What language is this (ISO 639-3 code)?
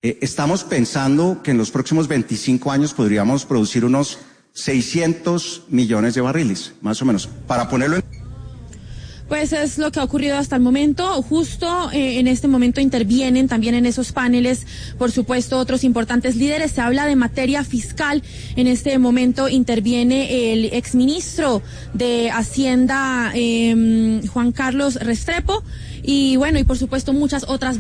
spa